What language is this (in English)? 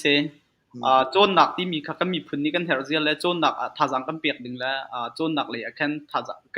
Hakha Chin